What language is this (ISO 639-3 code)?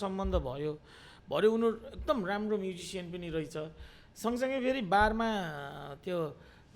nep